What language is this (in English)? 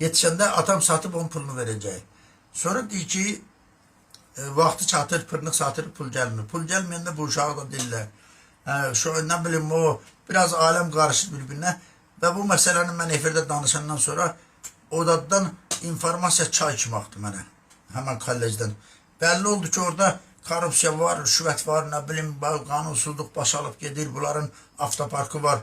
Azerbaijani